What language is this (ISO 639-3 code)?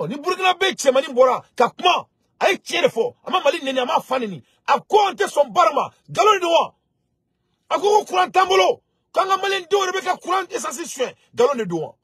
bam